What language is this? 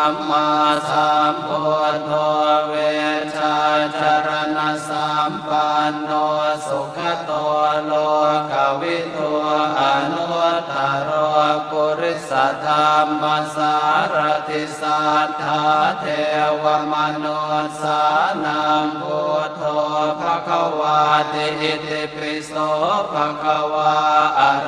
Pali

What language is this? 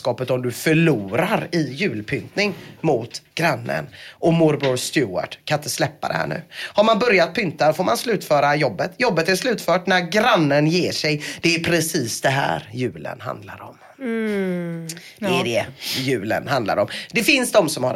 Swedish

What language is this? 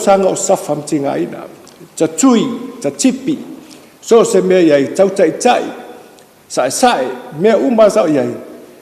Samoan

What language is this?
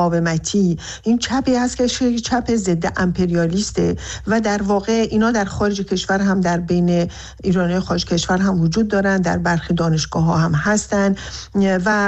Persian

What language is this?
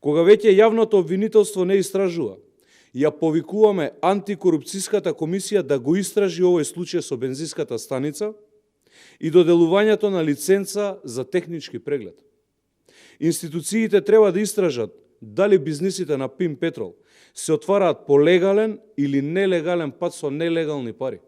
Macedonian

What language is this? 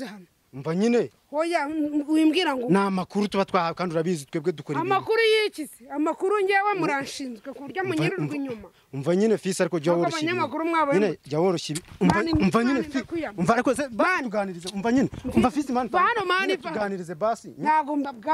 Kinyarwanda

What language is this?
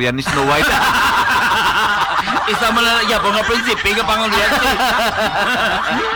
Hiligaynon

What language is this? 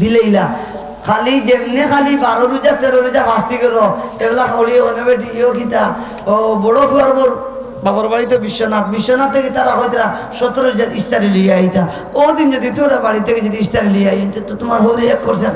Sylheti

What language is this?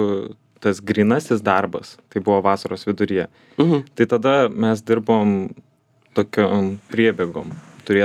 Lithuanian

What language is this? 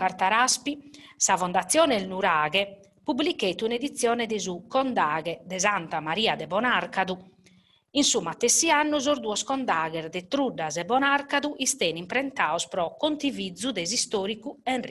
Sardinian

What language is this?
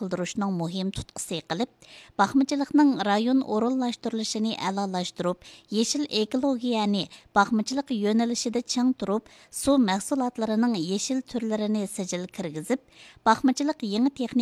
Uyghur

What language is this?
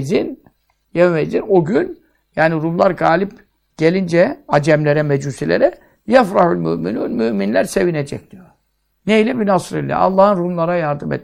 Turkish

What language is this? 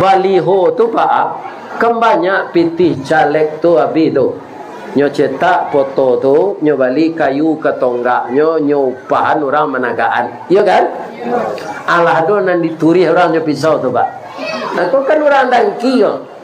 Minangkabau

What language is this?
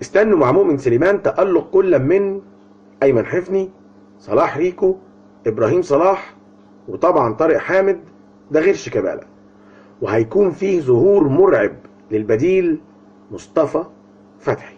Egyptian Arabic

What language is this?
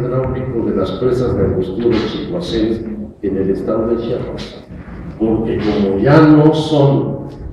Spanish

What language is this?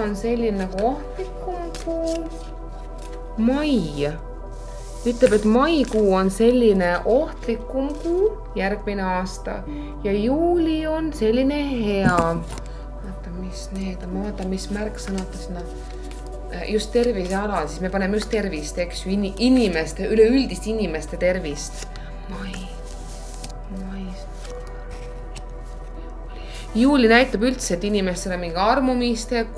Estonian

